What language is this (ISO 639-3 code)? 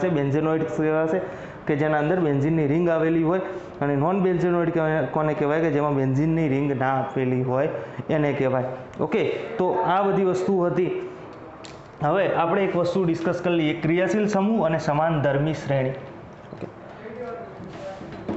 guj